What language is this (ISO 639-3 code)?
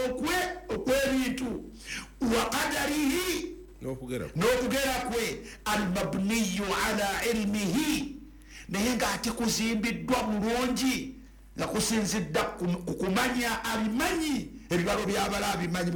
lug